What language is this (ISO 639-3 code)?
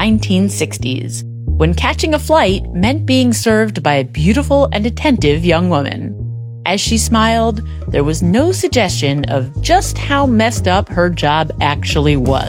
eng